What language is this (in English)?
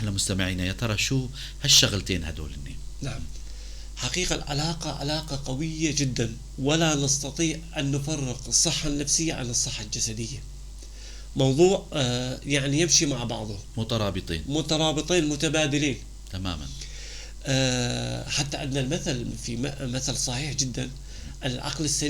North Levantine Arabic